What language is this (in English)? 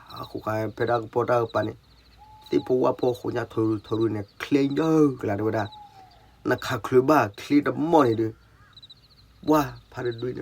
S'gaw Karen